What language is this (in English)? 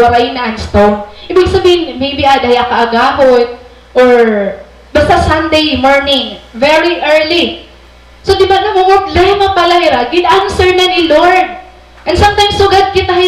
Waray